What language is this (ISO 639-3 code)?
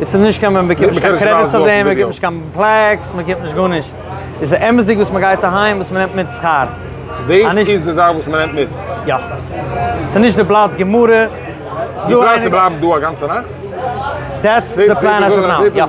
yid